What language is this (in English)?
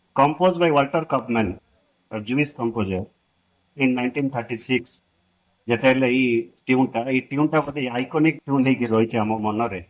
Odia